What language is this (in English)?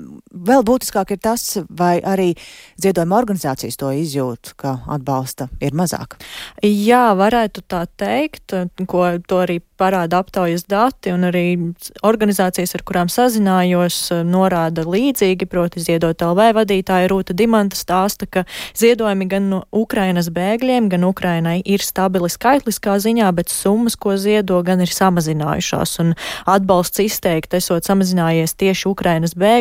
Latvian